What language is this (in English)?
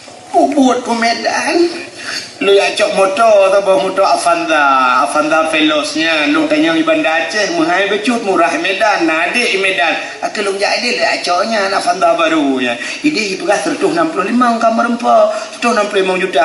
Achinese